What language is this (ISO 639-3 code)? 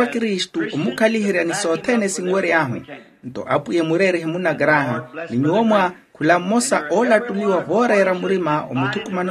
vmw